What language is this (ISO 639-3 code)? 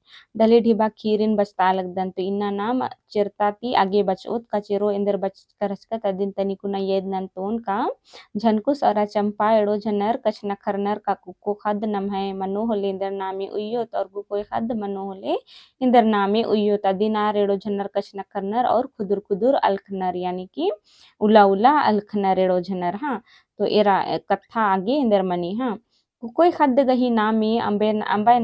kru